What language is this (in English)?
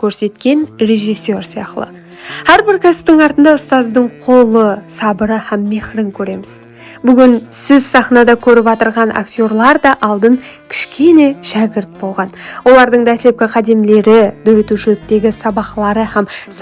Kara-Kalpak